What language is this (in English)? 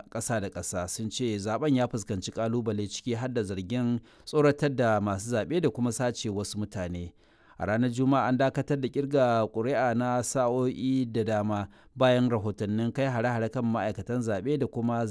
Hausa